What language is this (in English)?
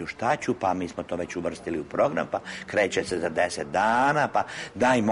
Serbian